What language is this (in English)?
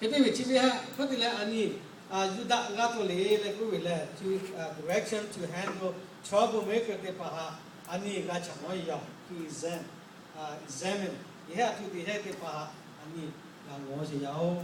Lahu